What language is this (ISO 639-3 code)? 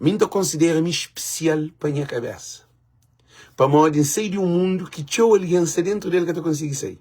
kea